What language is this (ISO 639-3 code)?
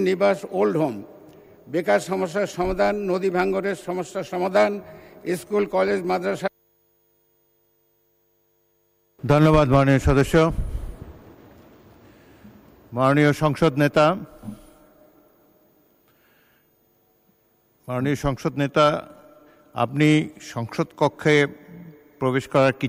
ben